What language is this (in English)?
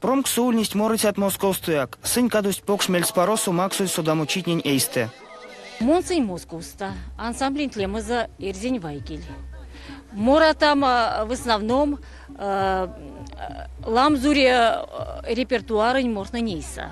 Erzya